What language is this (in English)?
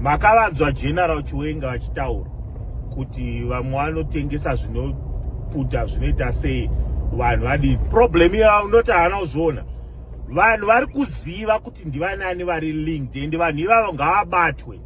Shona